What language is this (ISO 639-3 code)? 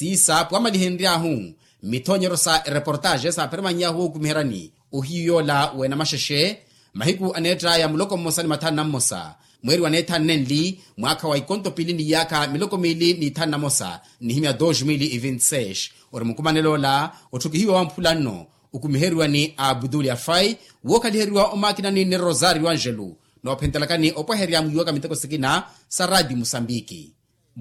vmw